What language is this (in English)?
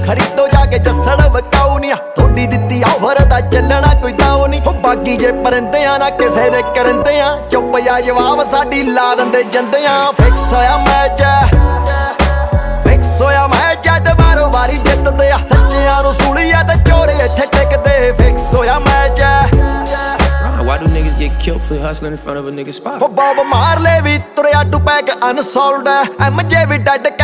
Punjabi